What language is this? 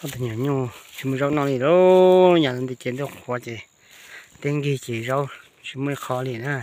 Hmong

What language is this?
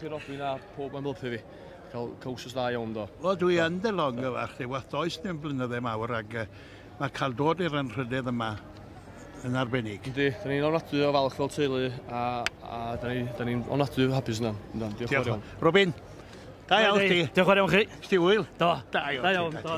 Welsh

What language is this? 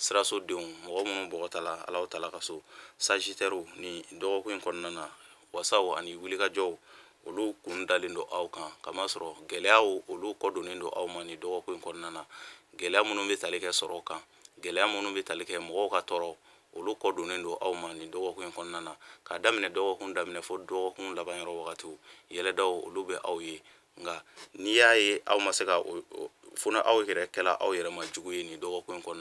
Bambara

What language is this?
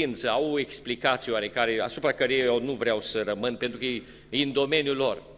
Romanian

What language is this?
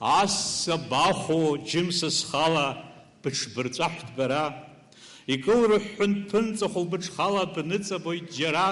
Abkhazian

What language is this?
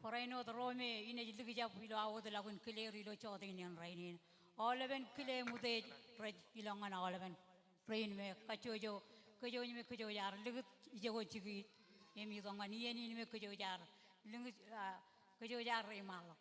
Marshallese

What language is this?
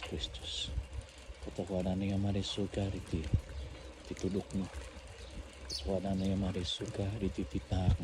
Central Dusun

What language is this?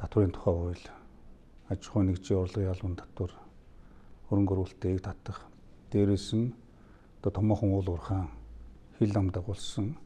Mongolian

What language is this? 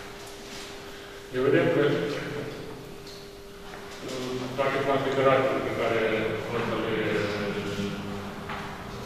Romanian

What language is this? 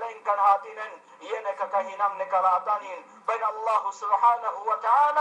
Yakan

